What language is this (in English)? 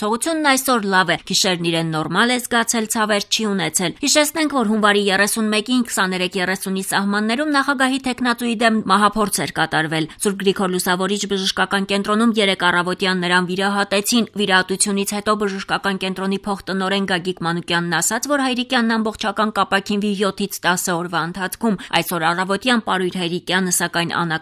Armenian